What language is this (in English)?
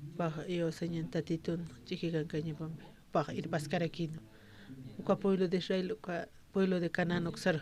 Aymara